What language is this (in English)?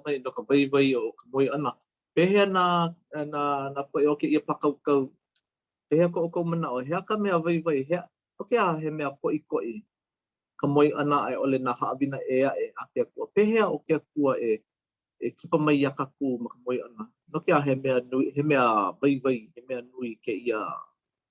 Hawaiian